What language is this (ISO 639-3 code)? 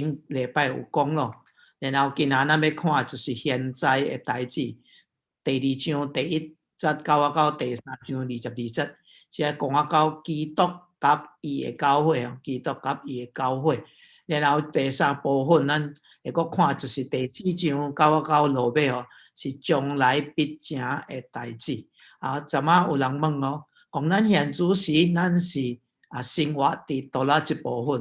nan